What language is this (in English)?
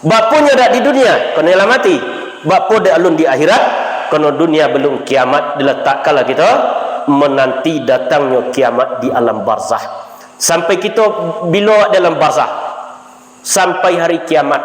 Minangkabau